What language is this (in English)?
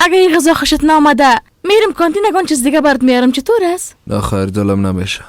Persian